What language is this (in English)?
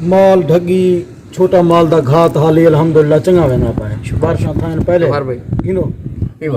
Saraiki